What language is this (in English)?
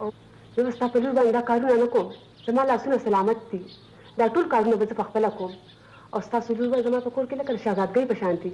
Pashto